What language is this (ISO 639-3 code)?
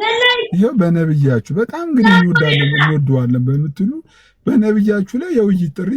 amh